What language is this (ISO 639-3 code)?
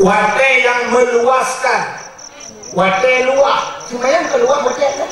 ace